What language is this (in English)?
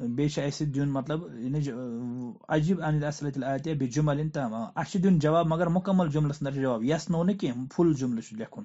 Kashmiri